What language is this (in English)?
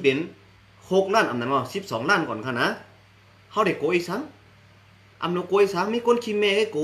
Shan